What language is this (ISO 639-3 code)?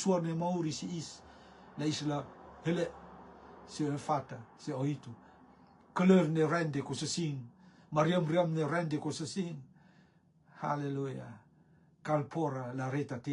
rtm